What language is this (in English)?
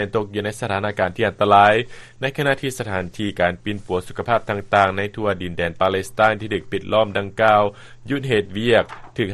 Lao